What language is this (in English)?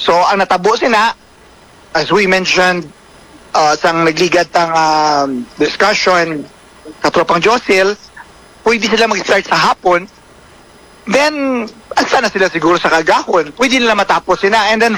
Hiligaynon